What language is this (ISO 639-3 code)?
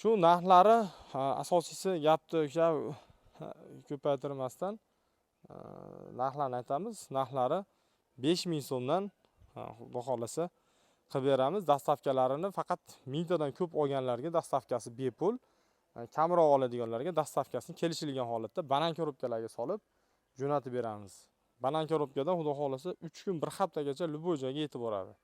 uzb